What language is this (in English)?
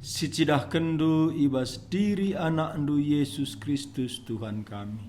Batak Karo